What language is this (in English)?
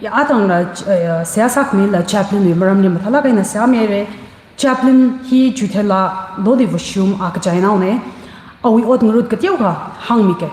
Tangkhul Naga (India)